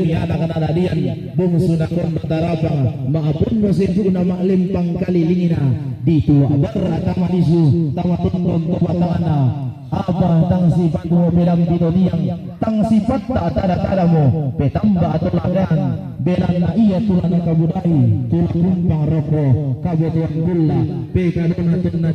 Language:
Toraja-Sa'dan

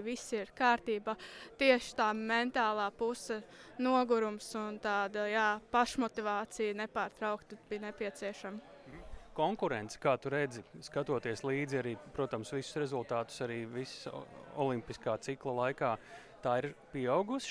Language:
Latvian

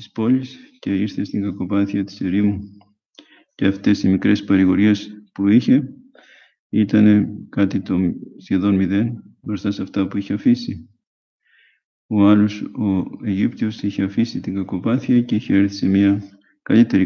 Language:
Greek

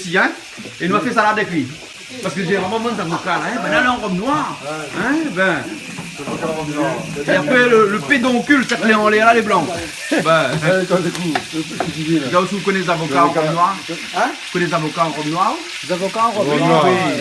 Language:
Réunion Creole French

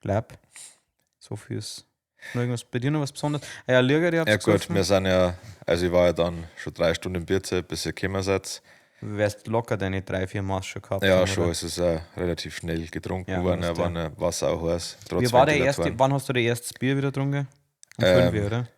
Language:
Bavarian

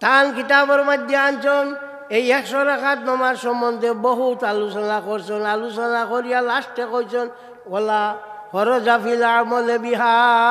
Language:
Sylheti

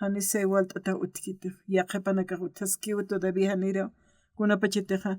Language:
Aymara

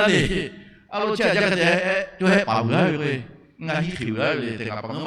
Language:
Lahu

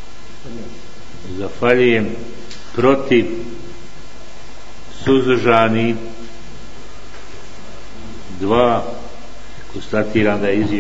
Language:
Bosnian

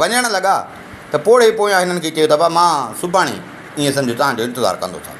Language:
Sindhi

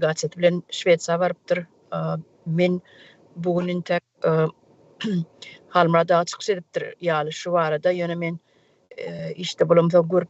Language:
Turkmen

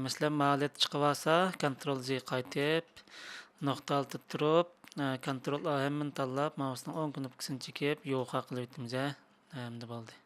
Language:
Uyghur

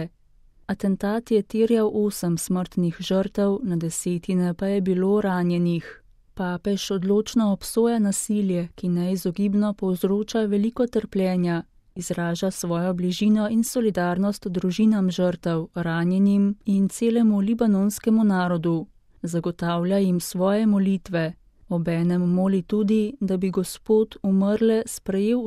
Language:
Slovenian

